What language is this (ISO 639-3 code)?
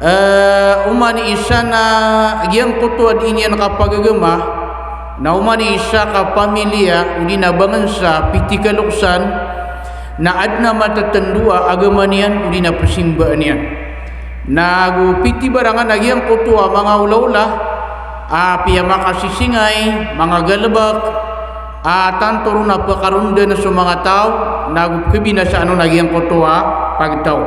mrw